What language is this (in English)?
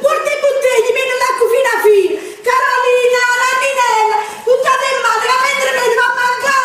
Neapolitan